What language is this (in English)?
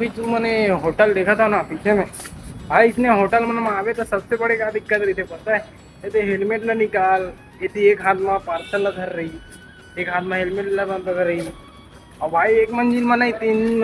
Chhattisgarhi